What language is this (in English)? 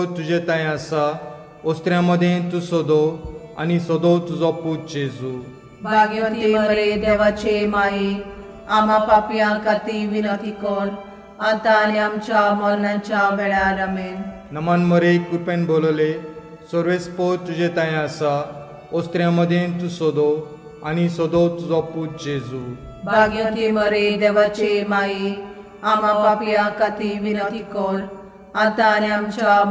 Konkani